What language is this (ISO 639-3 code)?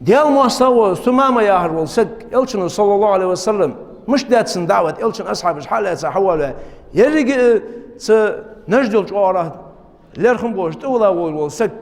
inh